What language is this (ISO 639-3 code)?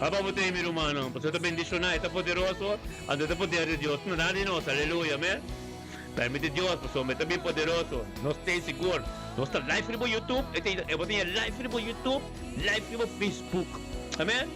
pap